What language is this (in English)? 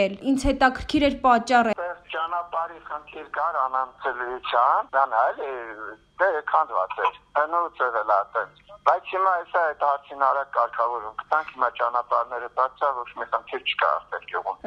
Armenian